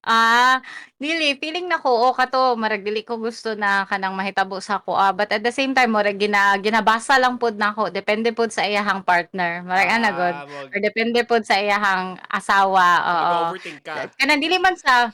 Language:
Cebuano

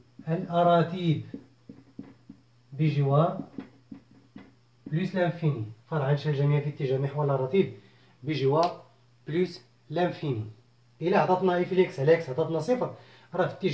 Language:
Moroccan Arabic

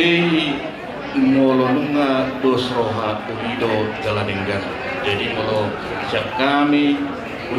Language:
Batak Toba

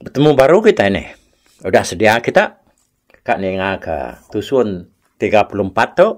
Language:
Iban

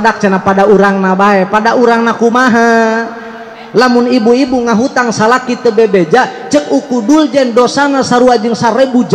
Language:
Sundanese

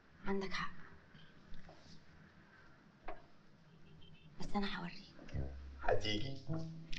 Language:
Egyptian Arabic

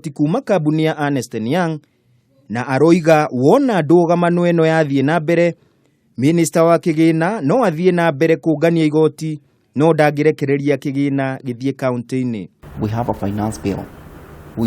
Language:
Kikuyu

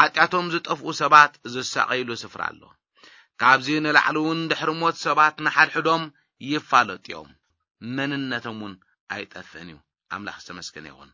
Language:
Tigrinya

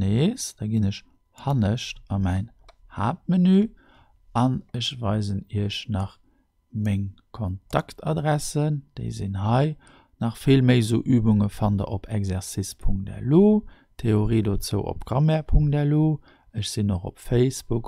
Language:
Luxembourgish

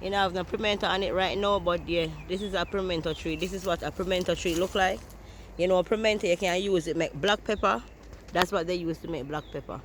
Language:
Jamaican Creole English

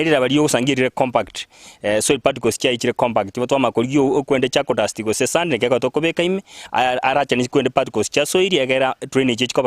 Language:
Gusii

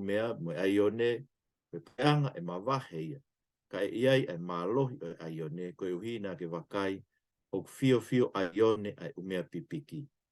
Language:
Tongan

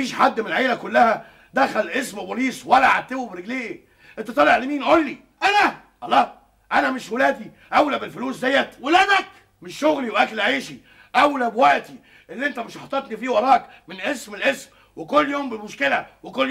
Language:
Egyptian Arabic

